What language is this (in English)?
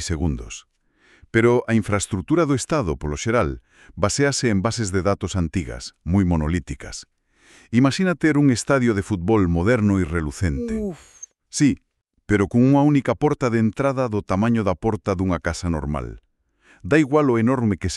Galician